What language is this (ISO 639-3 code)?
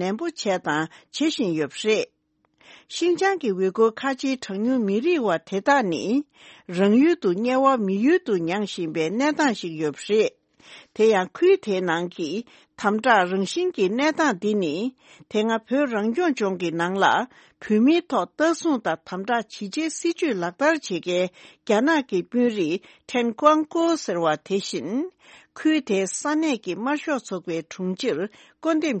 bod